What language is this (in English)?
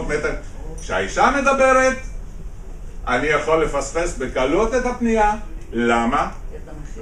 Hebrew